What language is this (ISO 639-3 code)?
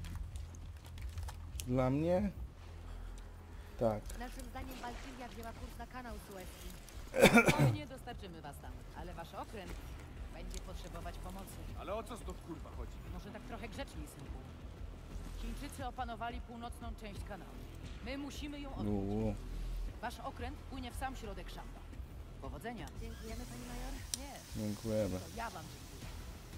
pol